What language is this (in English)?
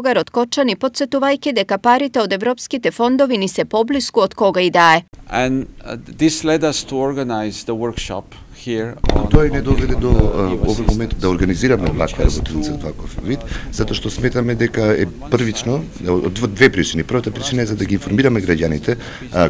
Macedonian